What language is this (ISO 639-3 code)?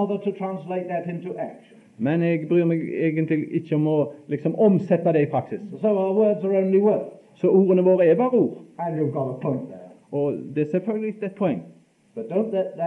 nor